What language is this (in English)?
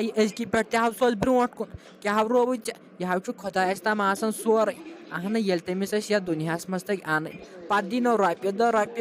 Kashmiri